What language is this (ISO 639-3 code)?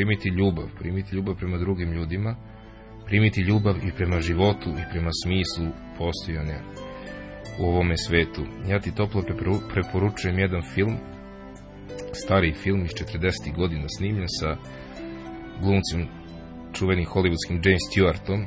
srp